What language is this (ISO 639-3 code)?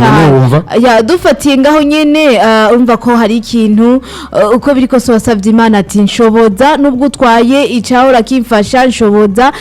run